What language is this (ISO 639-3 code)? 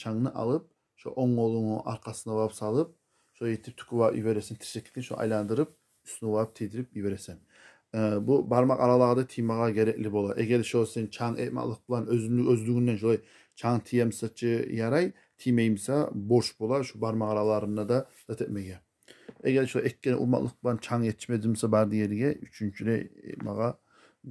kum